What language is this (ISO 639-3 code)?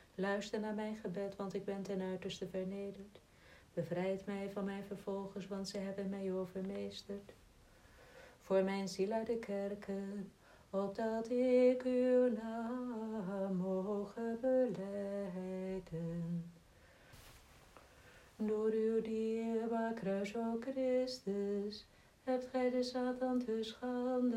nld